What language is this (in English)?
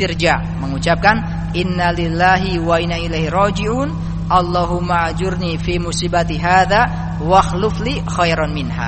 Indonesian